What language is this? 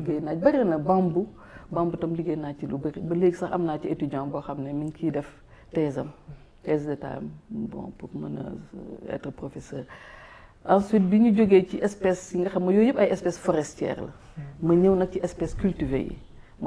Wolof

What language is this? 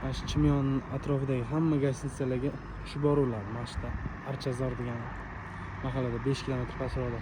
Uzbek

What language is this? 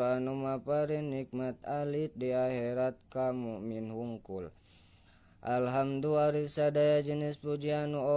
Sundanese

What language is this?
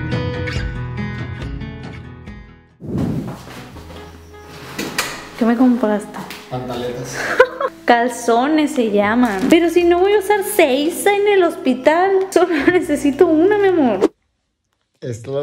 Spanish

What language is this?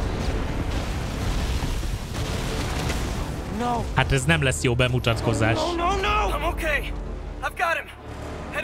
Hungarian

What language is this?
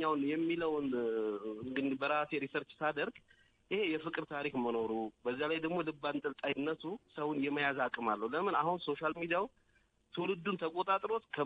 Amharic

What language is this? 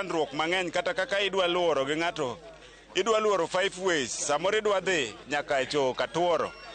Luo (Kenya and Tanzania)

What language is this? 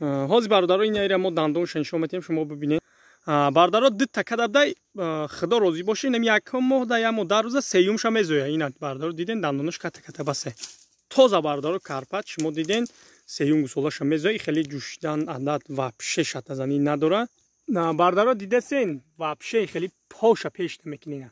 Tajik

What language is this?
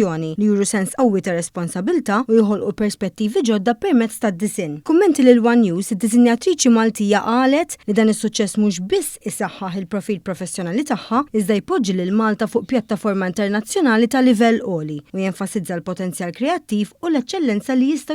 Maltese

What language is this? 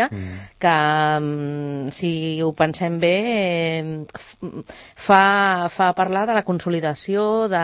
Catalan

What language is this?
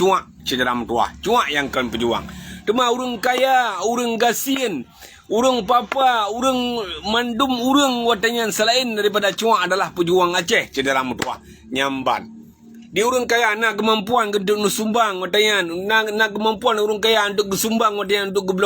Achinese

